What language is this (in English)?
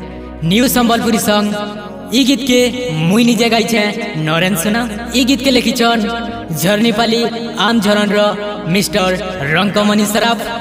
Sambalpuri